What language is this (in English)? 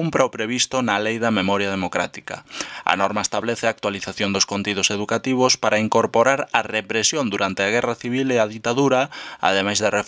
Galician